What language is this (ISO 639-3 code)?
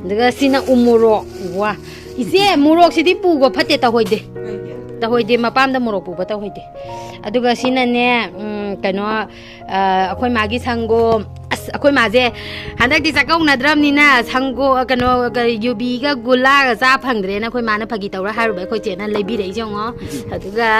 mni